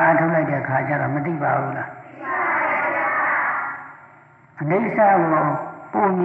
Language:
Burmese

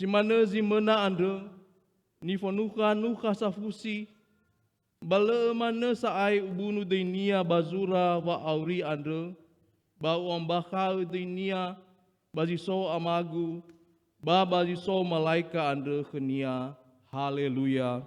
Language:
Nias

